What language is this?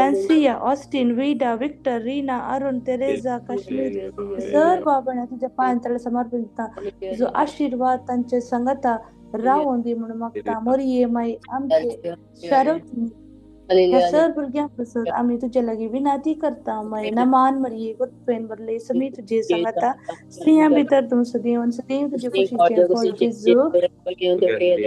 Konkani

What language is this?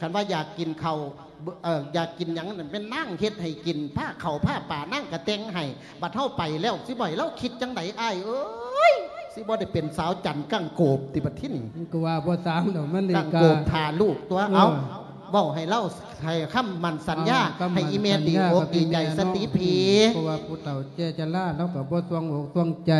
Lao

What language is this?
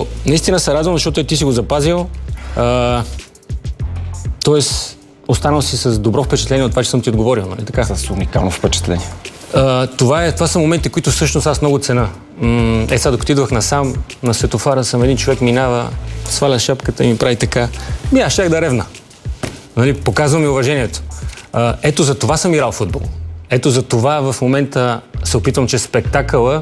Bulgarian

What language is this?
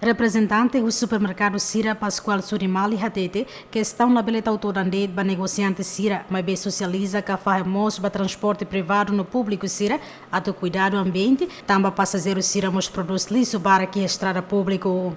Tetum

